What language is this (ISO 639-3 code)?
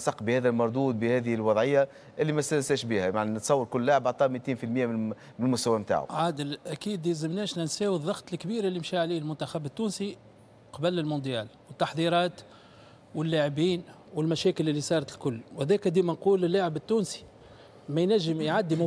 aeb